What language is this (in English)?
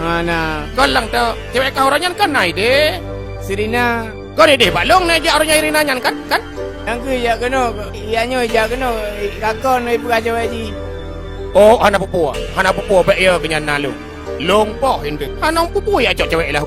Achinese